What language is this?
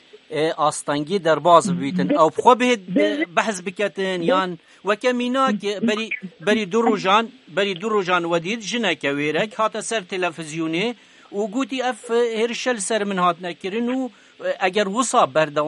Kurdish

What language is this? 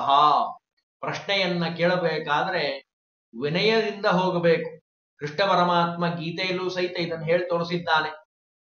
Kannada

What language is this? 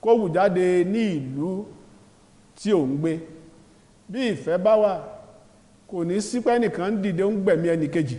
Yoruba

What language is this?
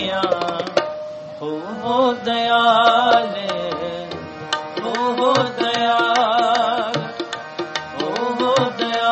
Punjabi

